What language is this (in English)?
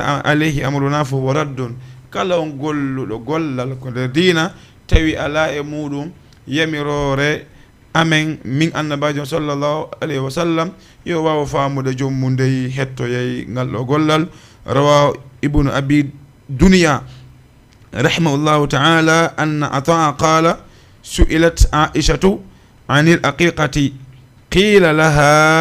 Fula